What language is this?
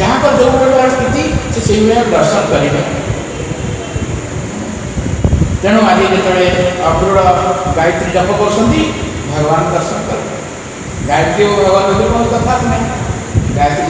Odia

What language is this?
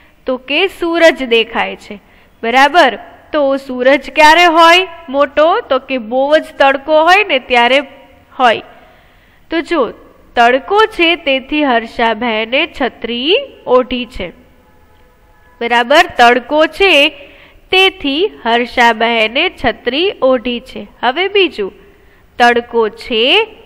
Gujarati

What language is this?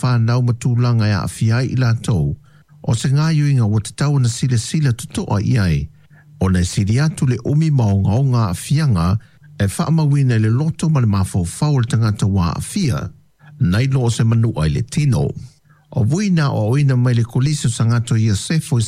Samoan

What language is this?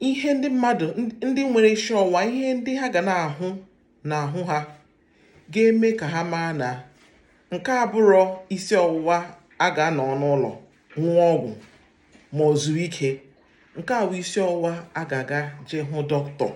Igbo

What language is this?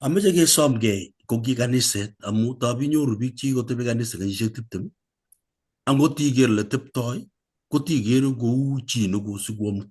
Kalenjin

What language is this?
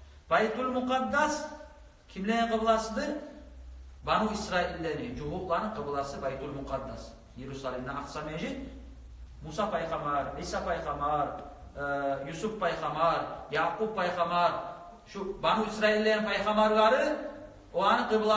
Kumyk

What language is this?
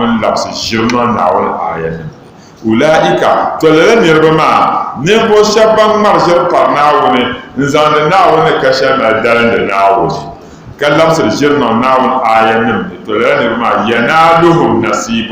Dagbani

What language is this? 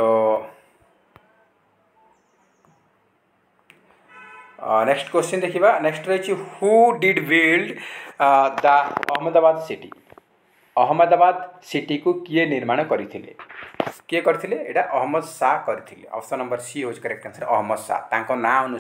Odia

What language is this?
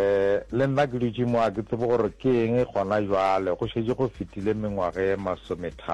Northern Sotho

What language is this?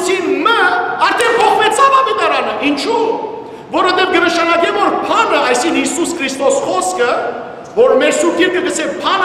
Western Armenian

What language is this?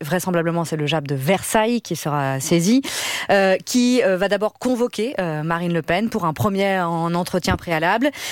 French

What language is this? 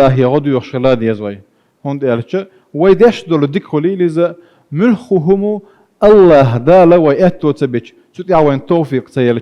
Chechen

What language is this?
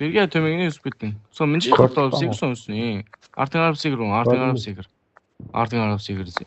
Kara-Kalpak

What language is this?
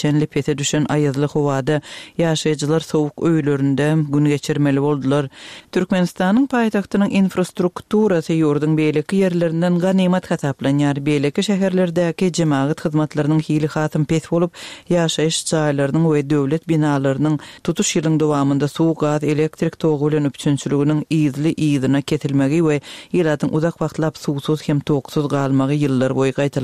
Turkmen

